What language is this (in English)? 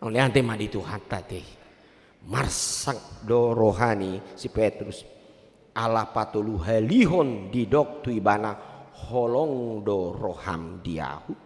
Batak Toba